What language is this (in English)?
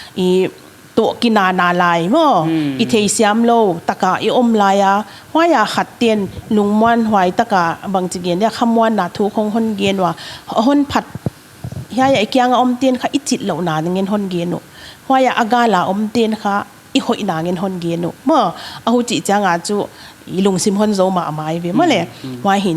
Paite Chin